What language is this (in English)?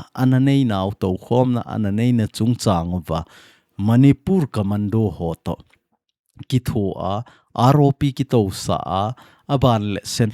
Thado Chin